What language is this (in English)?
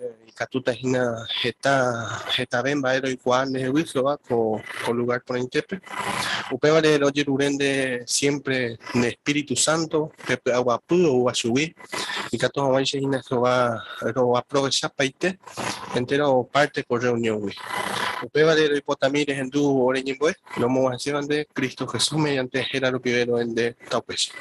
Guarani